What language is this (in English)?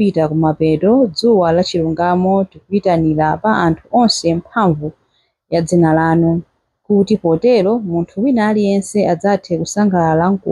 Nyanja